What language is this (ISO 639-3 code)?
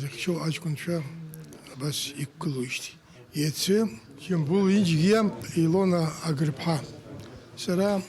abk